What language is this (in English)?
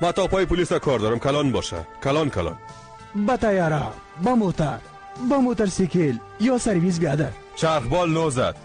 Persian